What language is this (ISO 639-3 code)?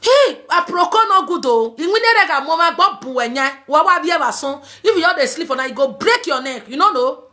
pcm